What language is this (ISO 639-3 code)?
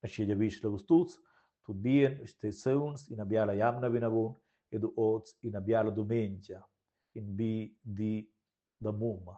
roh